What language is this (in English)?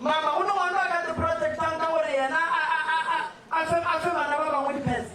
Northern Sotho